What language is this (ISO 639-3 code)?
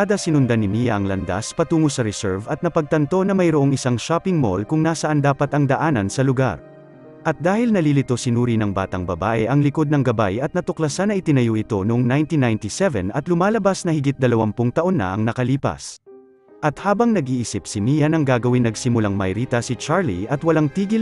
fil